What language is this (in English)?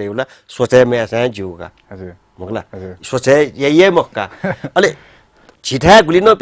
Newari